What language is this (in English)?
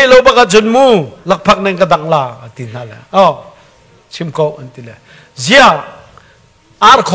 Hakha Chin